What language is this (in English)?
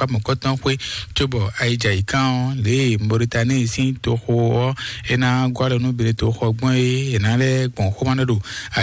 Fon